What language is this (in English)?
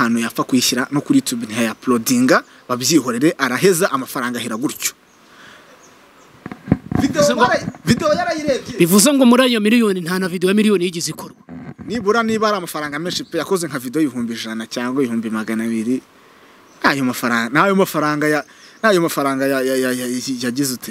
Kinyarwanda